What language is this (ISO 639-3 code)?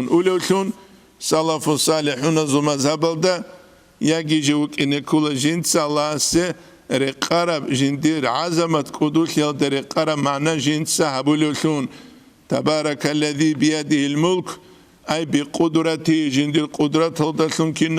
ava